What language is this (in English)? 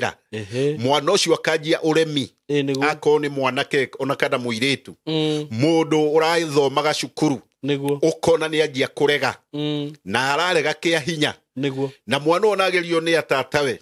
Kikuyu